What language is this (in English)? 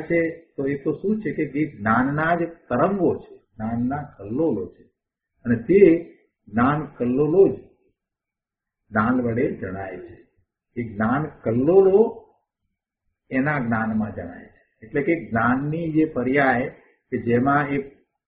Gujarati